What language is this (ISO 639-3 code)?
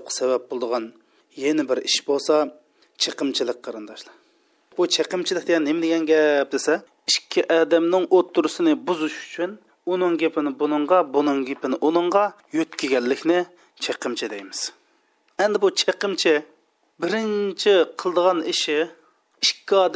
uig